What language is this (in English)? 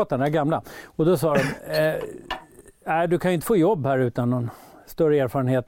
Swedish